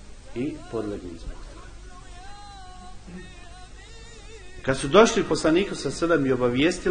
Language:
Bosnian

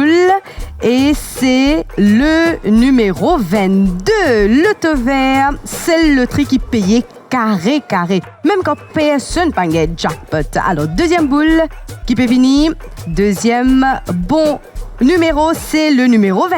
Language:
Morisyen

